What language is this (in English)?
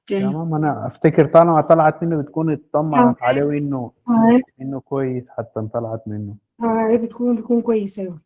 Sudanese Arabic